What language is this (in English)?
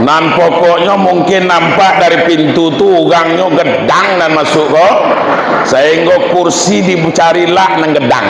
Minangkabau